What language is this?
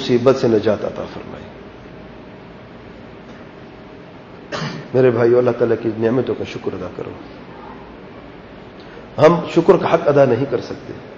Urdu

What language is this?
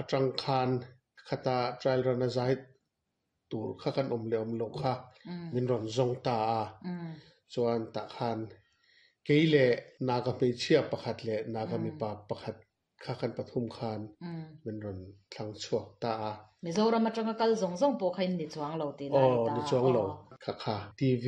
Mizo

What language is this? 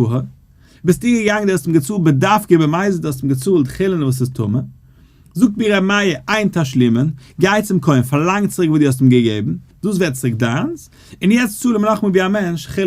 Yiddish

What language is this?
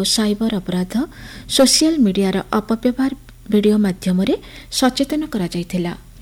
Odia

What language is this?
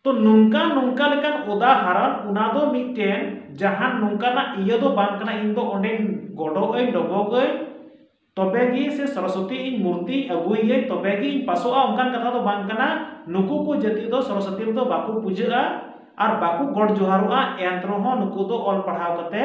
Santali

